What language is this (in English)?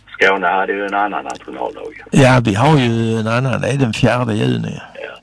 Swedish